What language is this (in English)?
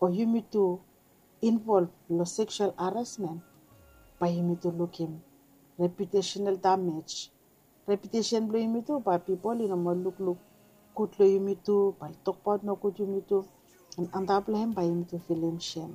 Bislama